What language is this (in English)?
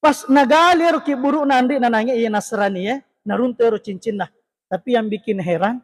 Buginese